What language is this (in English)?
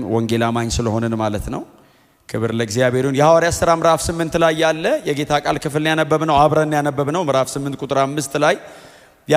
Amharic